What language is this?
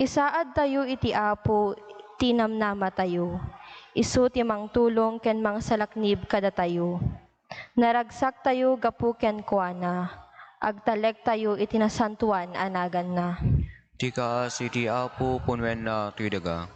Iloko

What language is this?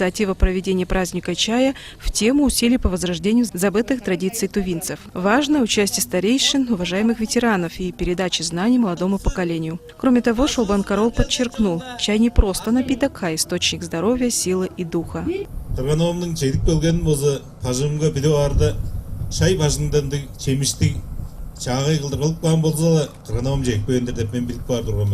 Tuvinian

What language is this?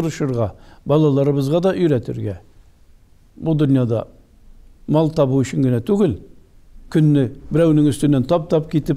Tatar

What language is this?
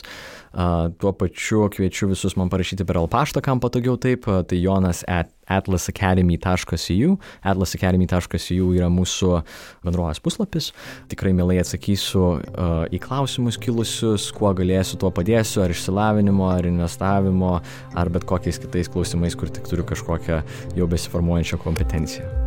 Lithuanian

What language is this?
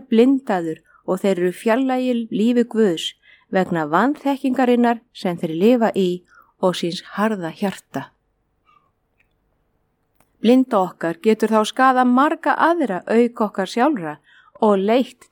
Icelandic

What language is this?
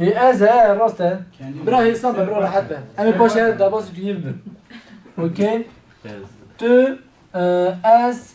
Kurdish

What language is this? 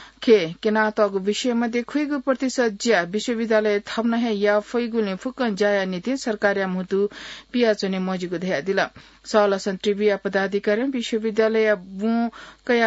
Newari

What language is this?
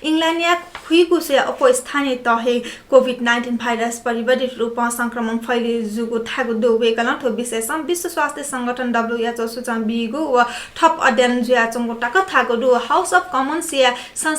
Newari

